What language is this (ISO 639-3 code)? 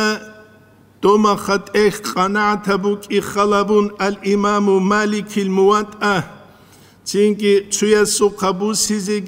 ava